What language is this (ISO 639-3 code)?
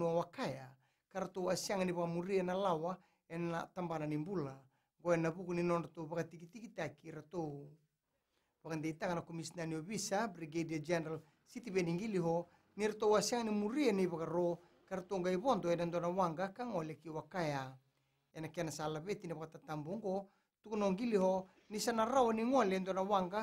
fij